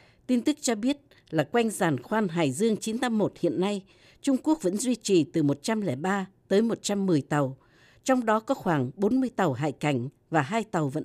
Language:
Vietnamese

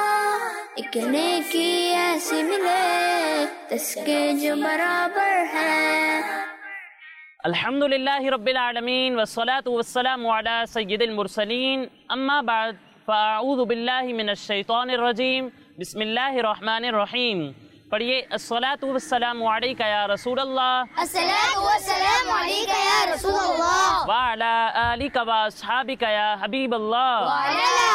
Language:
Urdu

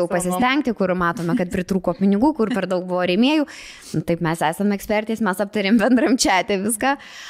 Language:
Lithuanian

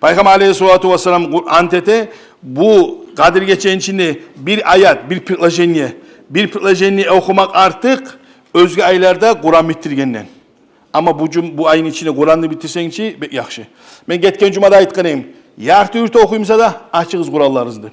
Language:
Kumyk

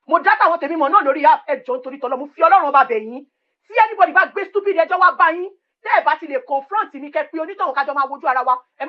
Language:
Yoruba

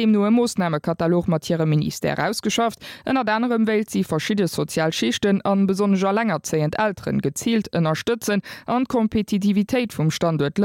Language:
Luxembourgish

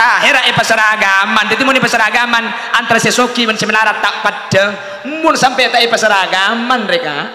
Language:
Madurese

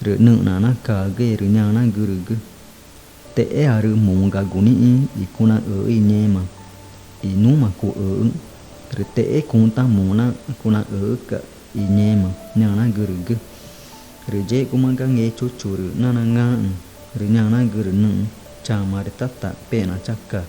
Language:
Ticuna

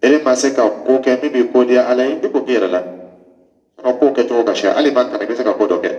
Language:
Dyula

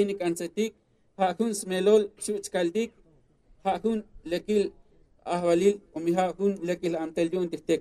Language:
Tzotzil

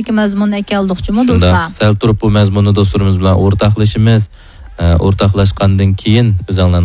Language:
Uyghur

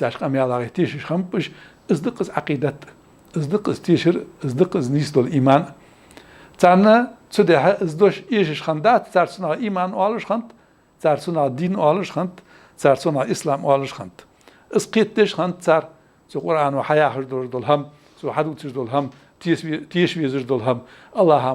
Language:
Ingush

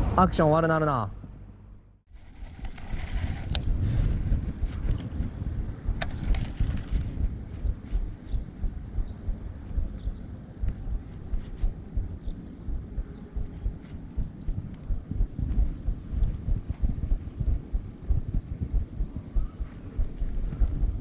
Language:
Japanese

